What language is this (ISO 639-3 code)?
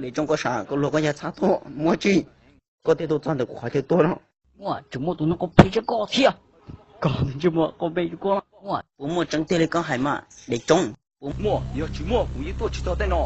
hmn